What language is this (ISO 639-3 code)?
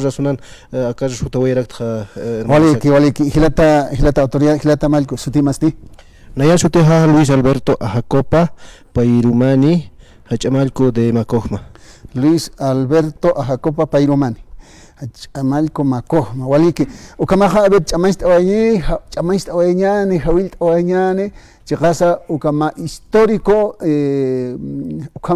aym